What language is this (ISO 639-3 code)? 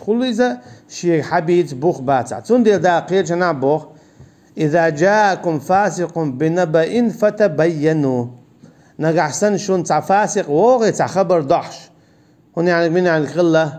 che